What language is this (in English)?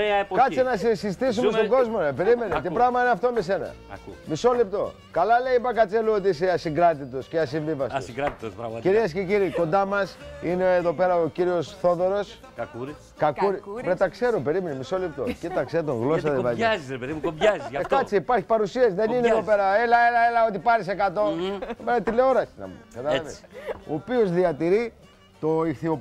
Greek